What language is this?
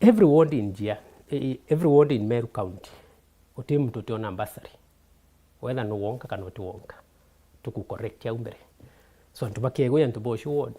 Meru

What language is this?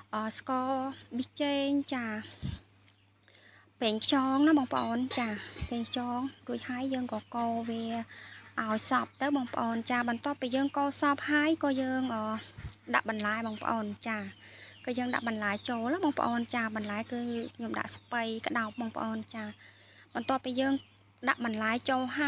Khmer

